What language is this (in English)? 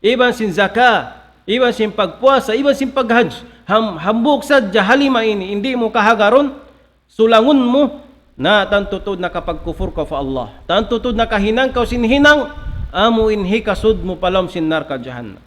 Tausug